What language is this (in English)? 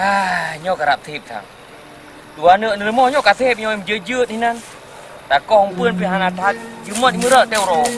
Achinese